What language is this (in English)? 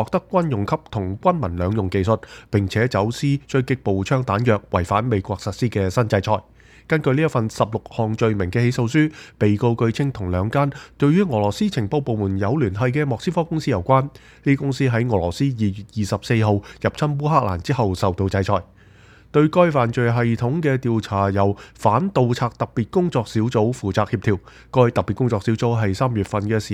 Cantonese